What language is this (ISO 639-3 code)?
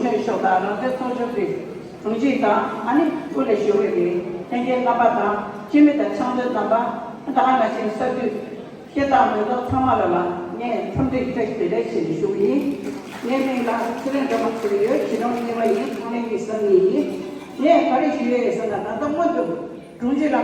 bod